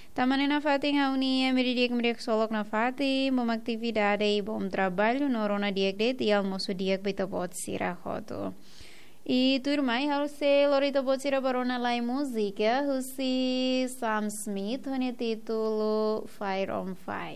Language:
Tetum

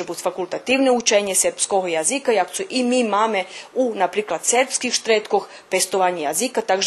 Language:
Rusyn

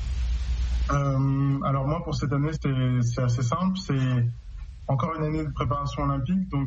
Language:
French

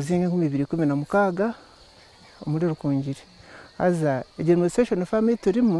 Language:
Nyankole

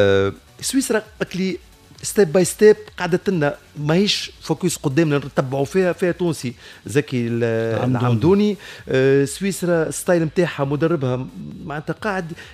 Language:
Tunisian Arabic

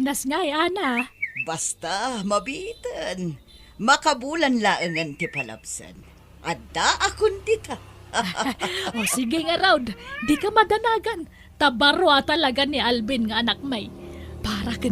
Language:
Iloko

